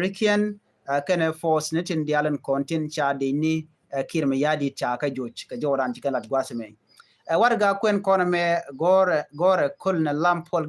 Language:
Nuer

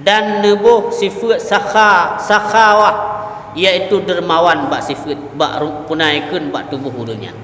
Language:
Achinese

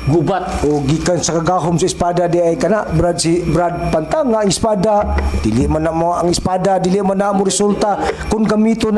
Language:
Cebuano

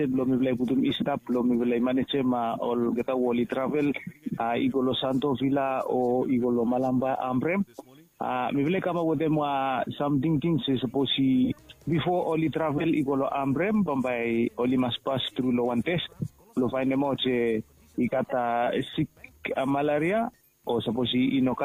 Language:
Bislama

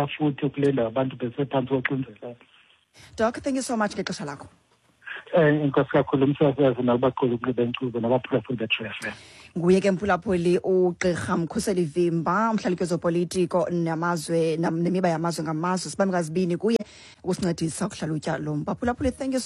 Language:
Xhosa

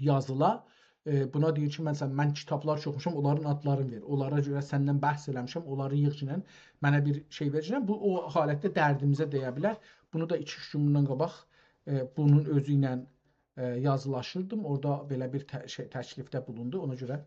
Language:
South Azerbaijani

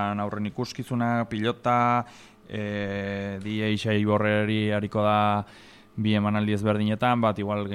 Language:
Basque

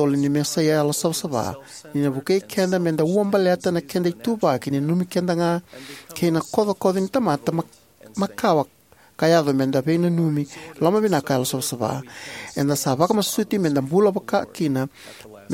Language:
Fijian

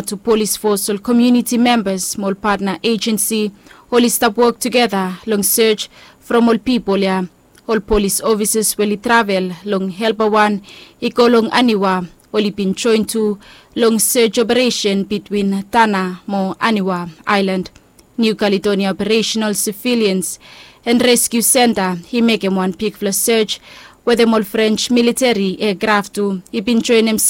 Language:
Bislama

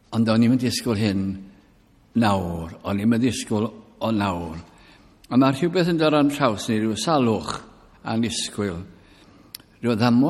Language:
Welsh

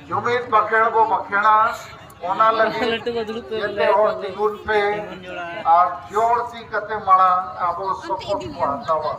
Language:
Santali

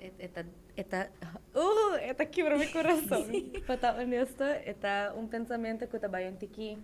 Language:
Papiamento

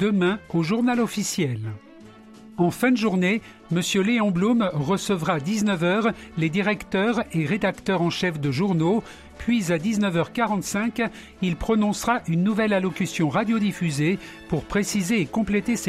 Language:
French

